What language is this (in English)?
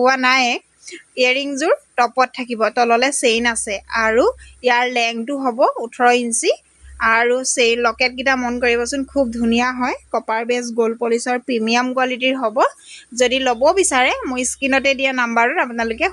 Assamese